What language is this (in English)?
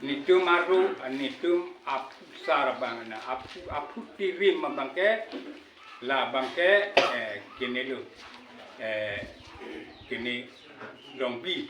Karbi